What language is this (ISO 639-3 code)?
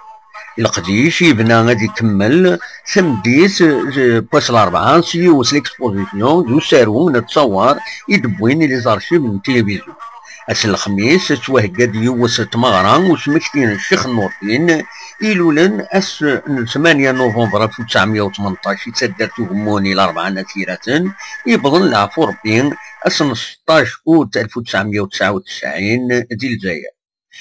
kab